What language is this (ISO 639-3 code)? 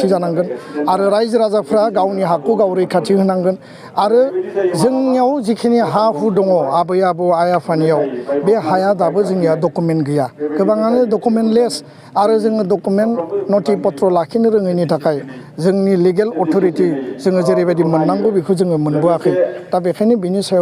brx